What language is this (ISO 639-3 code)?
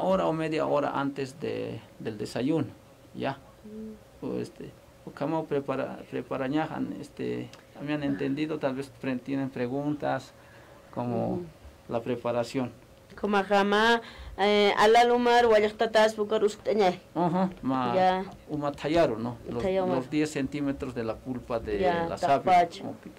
aym